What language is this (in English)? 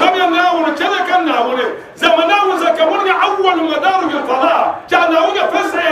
Dagbani